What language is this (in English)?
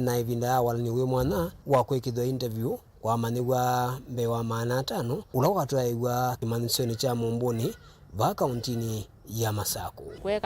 Kamba